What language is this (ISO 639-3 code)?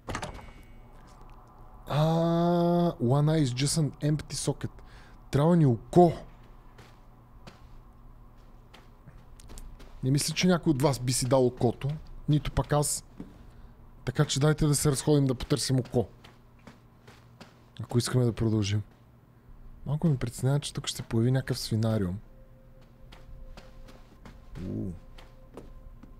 bul